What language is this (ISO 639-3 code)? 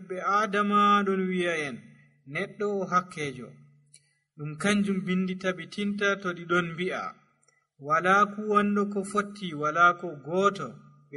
fuv